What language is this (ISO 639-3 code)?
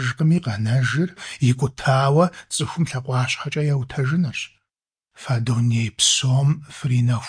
kbd